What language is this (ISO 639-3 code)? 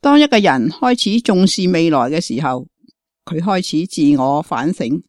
yue